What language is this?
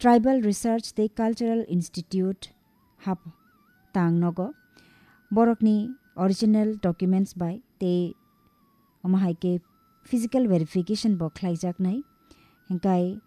Kok Borok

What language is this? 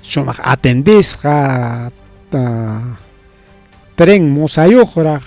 Ayacucho Quechua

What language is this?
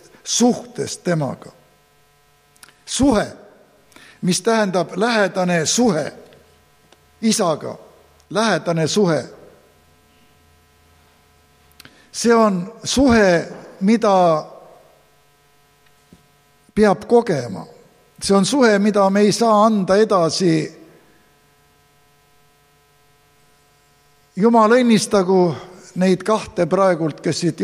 Estonian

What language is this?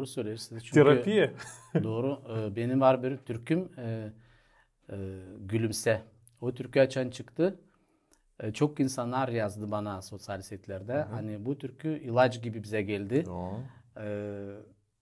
Gagauz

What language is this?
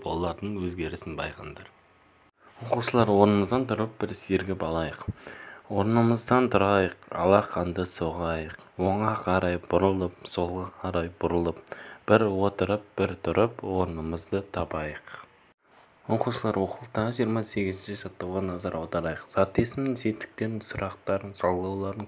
Kazakh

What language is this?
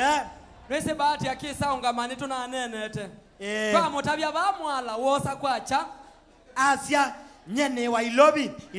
Kamba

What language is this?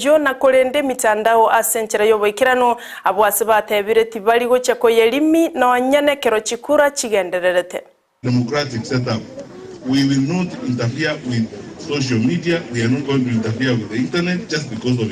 Gusii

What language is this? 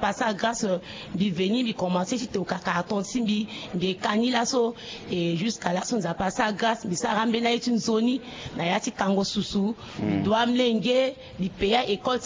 Sango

